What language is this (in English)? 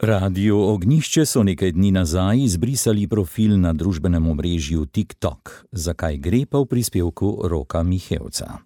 Slovenian